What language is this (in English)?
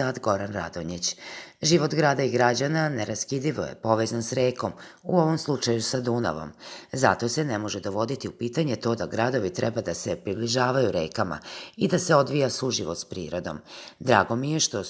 Serbian